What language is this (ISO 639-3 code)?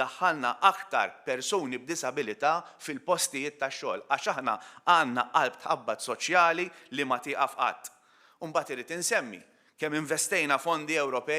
mlt